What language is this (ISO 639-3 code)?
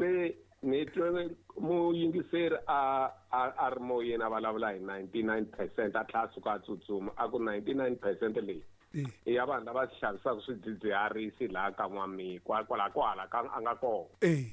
tso